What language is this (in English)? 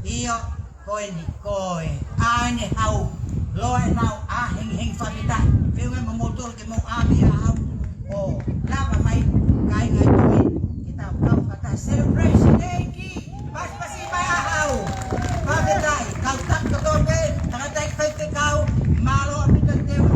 Tongan